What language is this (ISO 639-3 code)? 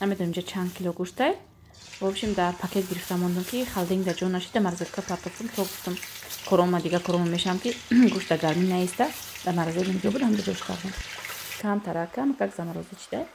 tgk